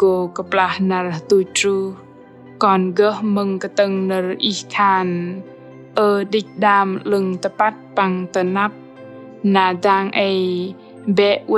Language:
Bahnar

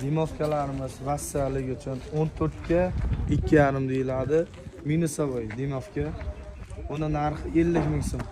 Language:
Uzbek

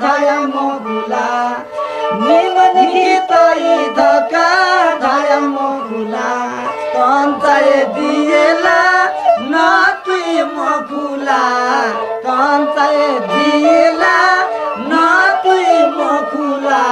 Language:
Newari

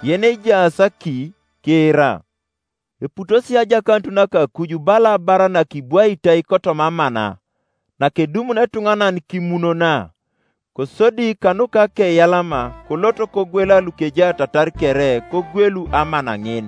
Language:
Teso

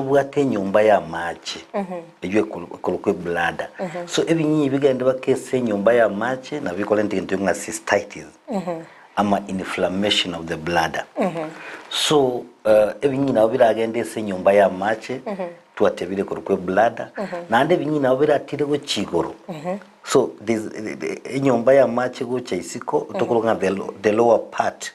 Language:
Gusii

